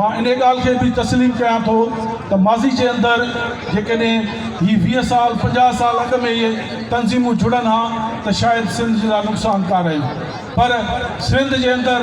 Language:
Sindhi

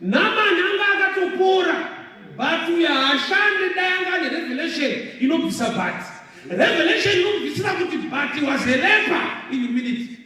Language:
Shona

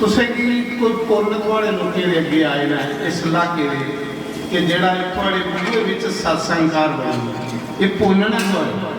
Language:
Dogri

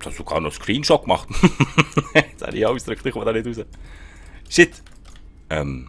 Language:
Swiss German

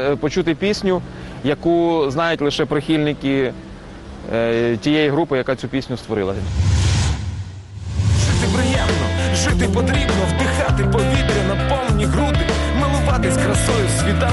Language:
Ukrainian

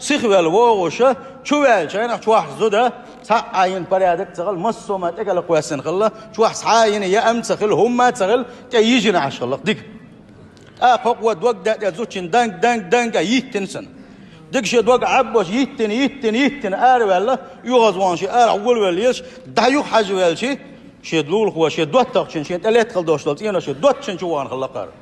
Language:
Chechen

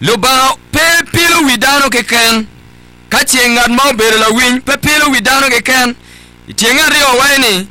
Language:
Acoli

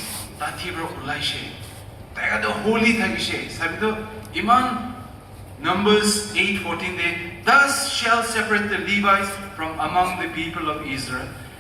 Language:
Naga Pidgin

